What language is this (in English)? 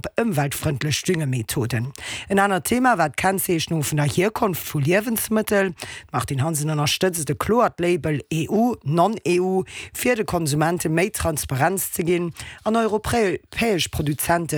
Luxembourgish